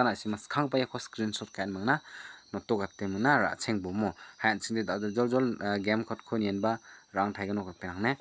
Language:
Garo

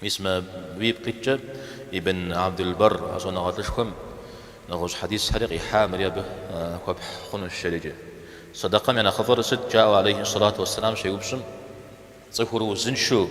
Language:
Kabardian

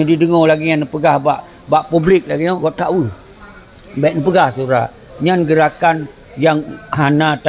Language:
Achinese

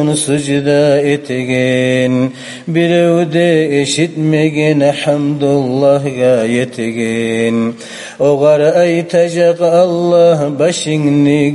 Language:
Kumyk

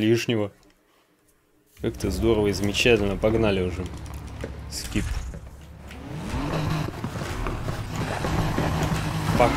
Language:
Russian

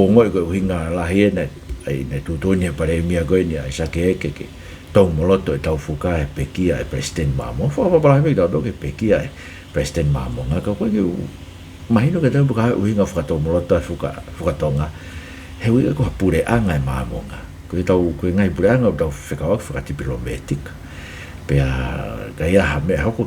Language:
Tongan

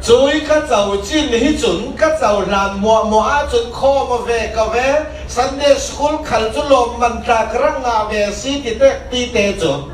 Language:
Falam Chin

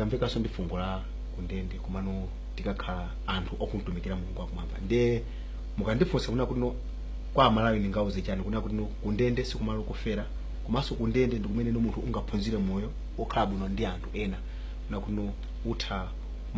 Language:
Nyanja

